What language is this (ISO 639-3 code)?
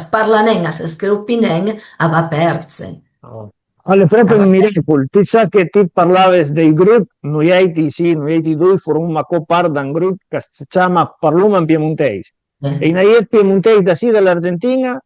pms